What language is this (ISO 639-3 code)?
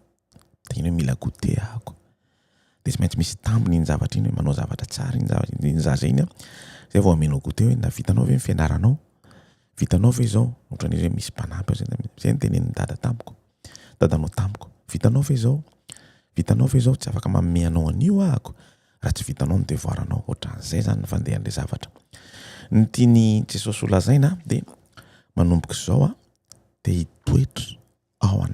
mlg